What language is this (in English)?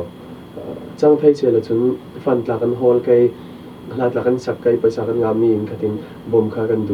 Falam Chin